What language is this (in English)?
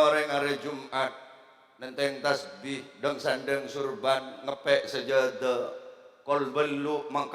Madurese